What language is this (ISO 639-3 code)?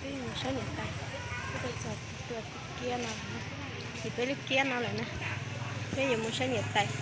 hmn